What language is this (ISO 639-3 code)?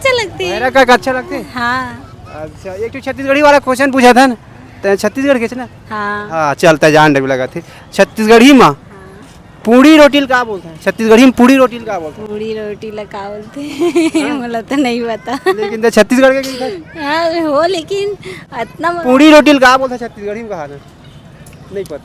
hne